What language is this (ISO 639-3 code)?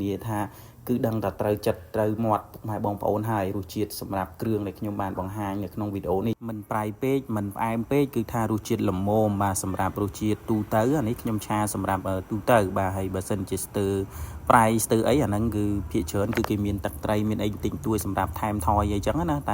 khm